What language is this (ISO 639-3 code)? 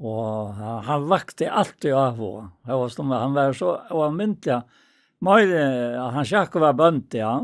fao